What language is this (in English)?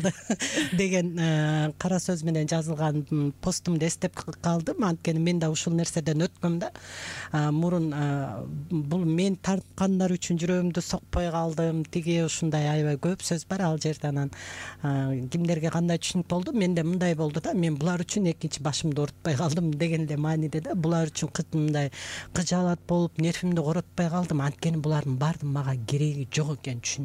Kyrgyz